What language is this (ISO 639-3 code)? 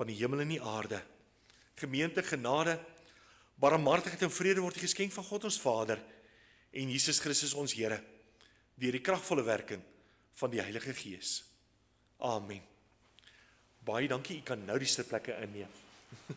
afr